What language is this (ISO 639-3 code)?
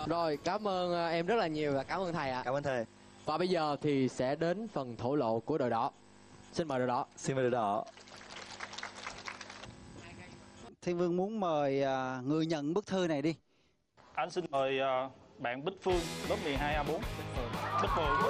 vie